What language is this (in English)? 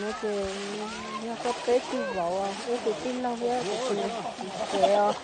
Hmong